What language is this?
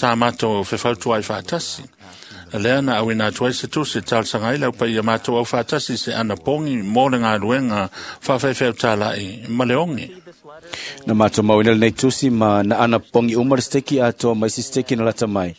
Samoan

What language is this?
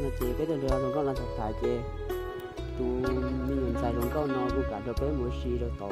Hmong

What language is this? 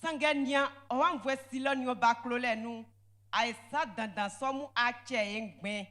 Baoulé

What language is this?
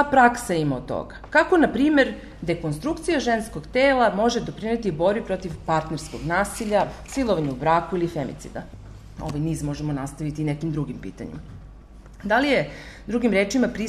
Serbian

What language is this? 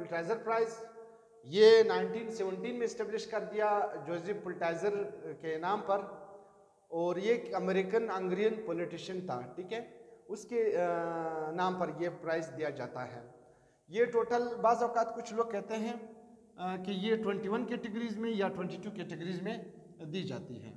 Hindi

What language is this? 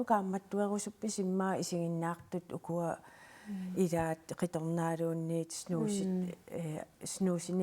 Kalaallisut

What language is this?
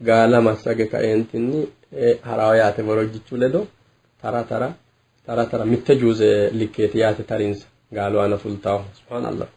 Sidamo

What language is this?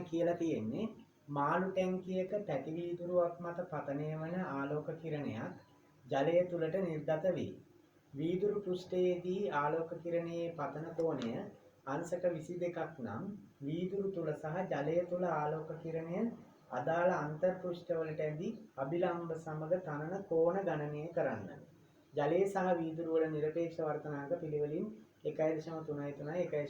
Sinhala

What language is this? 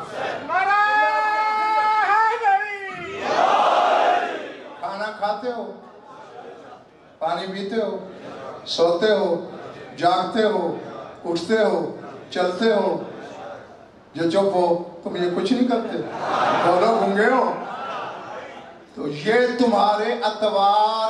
Urdu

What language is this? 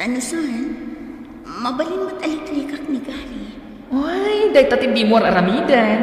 Iloko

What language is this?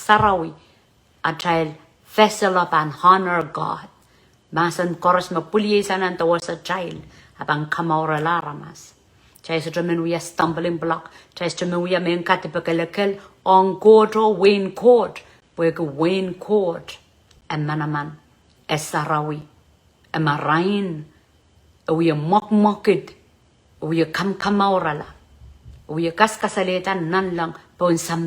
Pohnpeian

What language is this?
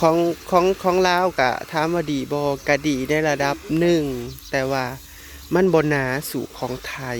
Northeastern Thai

